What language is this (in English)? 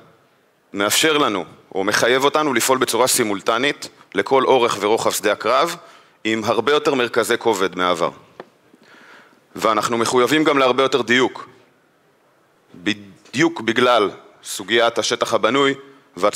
Hebrew